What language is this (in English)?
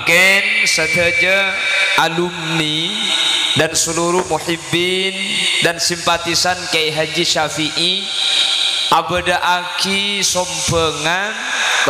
Madurese